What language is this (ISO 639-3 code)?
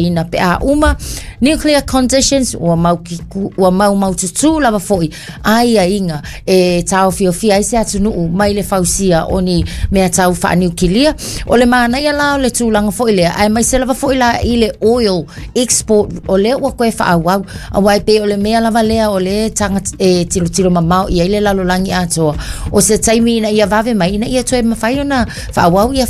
smo